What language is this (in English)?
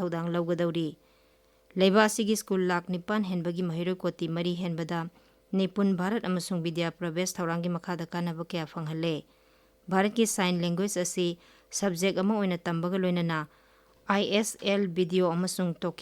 Manipuri